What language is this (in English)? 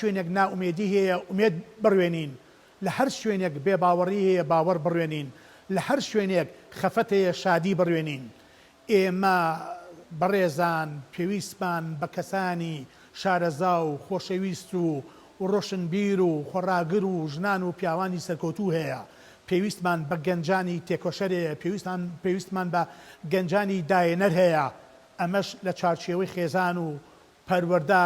Central Kurdish